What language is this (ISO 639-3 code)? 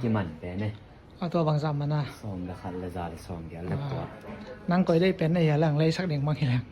ctd